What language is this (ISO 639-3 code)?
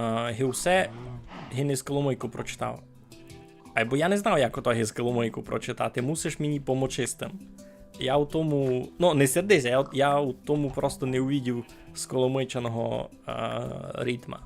rue